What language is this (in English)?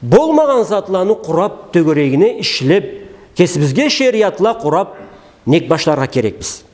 Karachay-Balkar